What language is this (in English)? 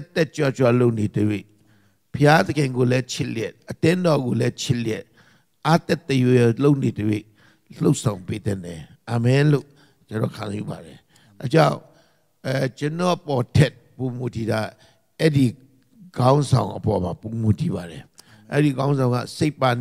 Burmese